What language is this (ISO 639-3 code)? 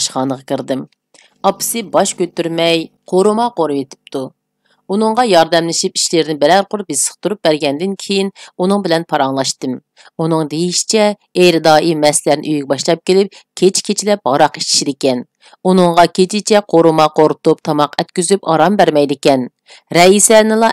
uig